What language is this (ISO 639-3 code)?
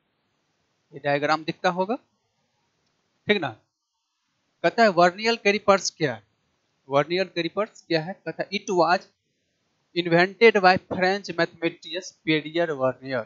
hin